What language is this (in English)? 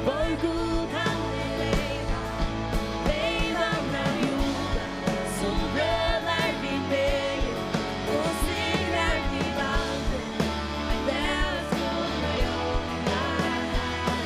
Faroese